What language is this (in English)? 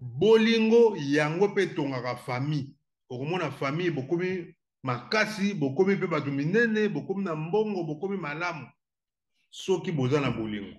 Lingala